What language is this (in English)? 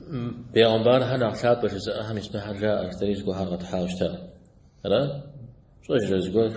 Kabardian